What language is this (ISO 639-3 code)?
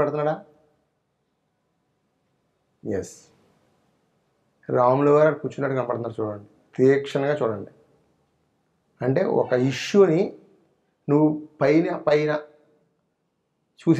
tel